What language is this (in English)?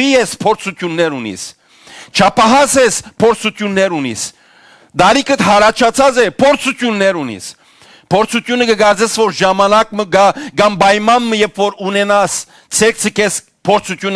Western Armenian